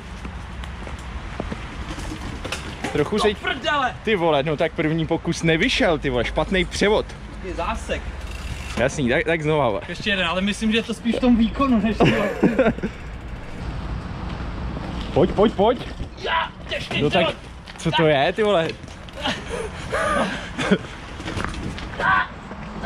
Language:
Czech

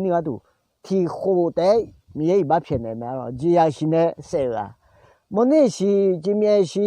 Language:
Akha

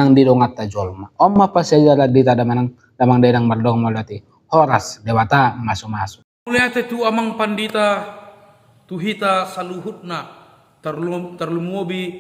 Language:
Batak Toba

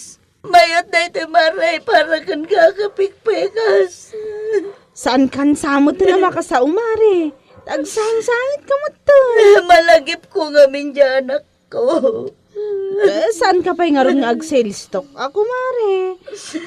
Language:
Iloko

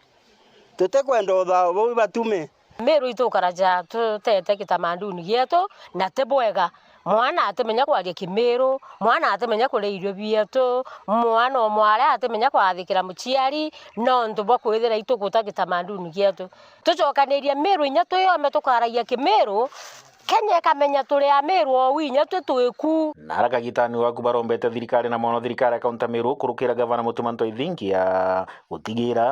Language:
Meru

